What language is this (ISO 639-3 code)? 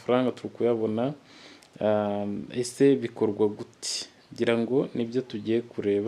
kin